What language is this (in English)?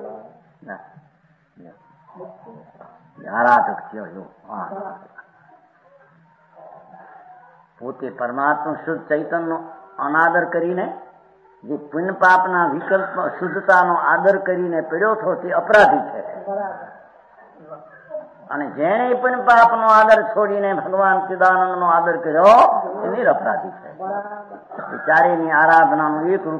Gujarati